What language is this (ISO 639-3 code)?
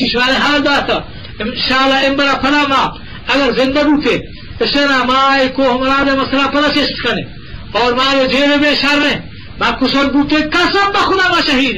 bgp